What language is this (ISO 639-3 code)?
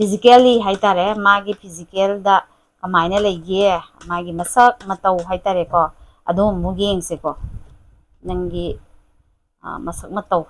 mni